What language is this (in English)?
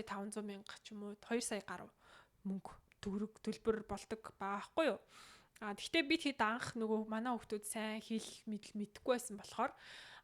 Mongolian